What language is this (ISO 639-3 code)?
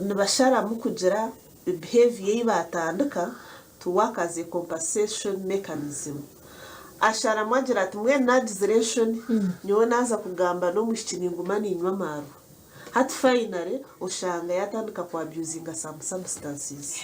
nyn